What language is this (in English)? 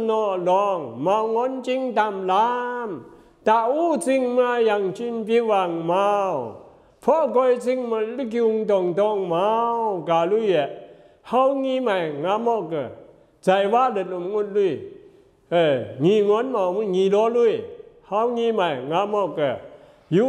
Zaiwa